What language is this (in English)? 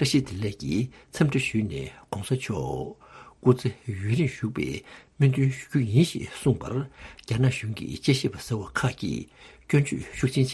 Tibetan